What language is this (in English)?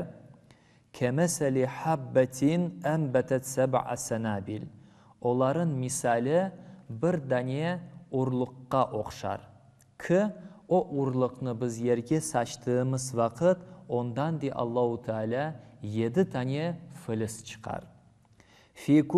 Crimean Tatar